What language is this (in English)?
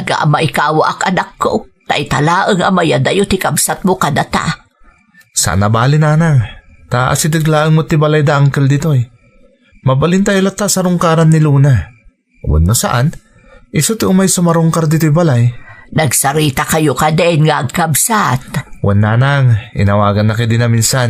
Iloko